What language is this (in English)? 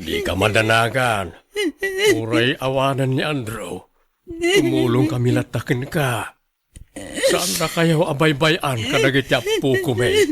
Iloko